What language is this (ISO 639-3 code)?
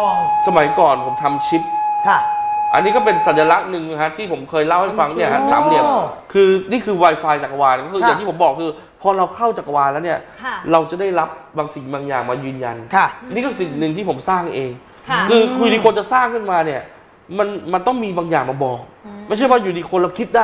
tha